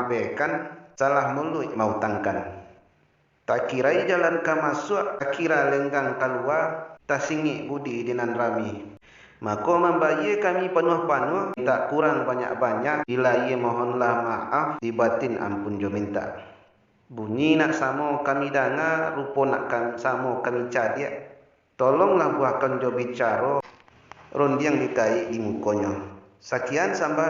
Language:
Minangkabau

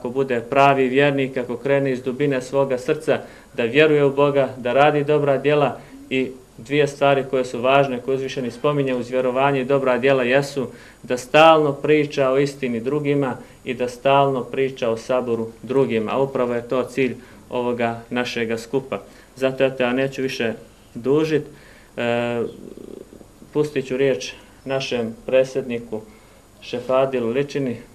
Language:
Bosnian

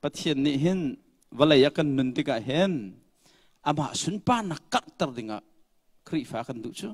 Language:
Hakha Chin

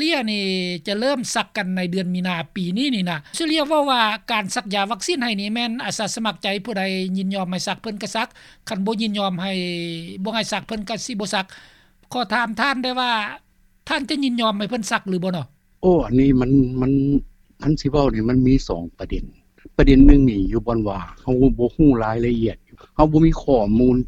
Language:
Lao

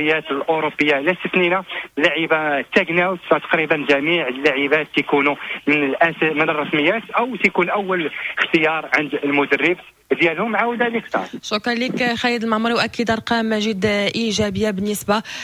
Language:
Moroccan Arabic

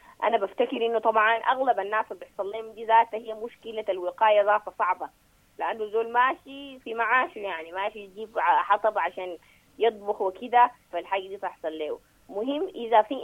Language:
Sudanese Arabic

